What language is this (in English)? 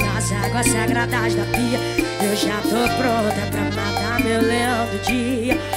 Portuguese